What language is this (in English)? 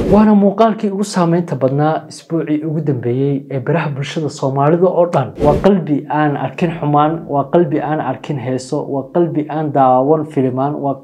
Somali